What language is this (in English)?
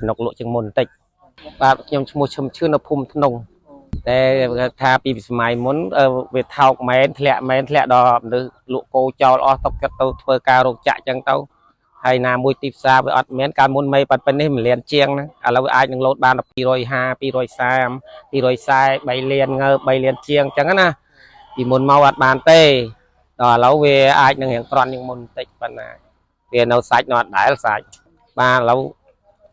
Khmer